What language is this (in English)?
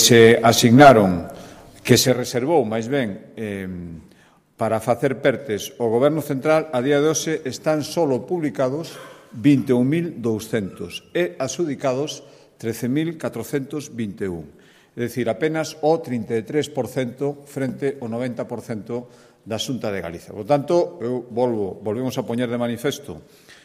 Galician